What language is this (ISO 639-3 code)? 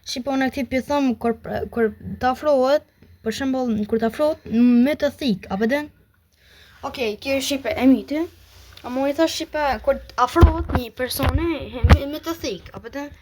sqi